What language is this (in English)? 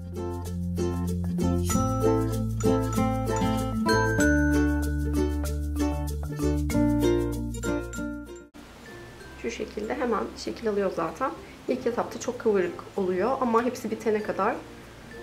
Turkish